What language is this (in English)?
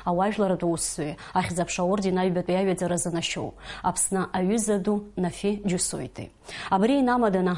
Abkhazian